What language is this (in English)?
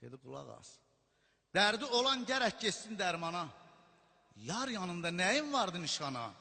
South Azerbaijani